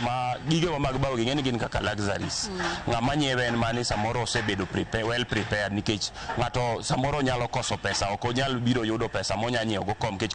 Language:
Luo (Kenya and Tanzania)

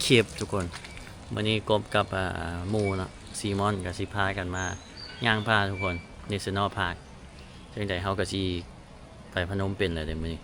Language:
Lao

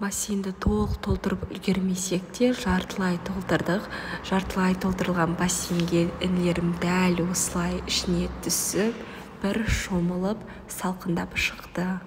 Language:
Kazakh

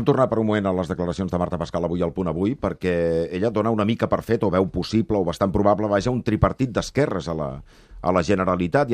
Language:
Catalan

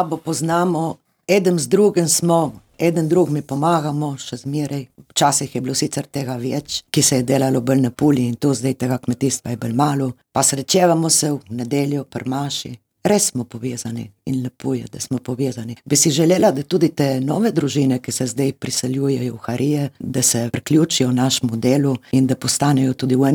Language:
Slovenian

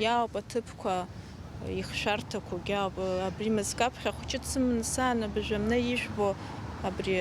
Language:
Abkhazian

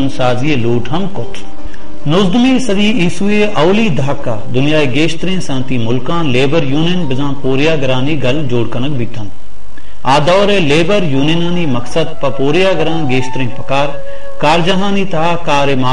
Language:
Baluchi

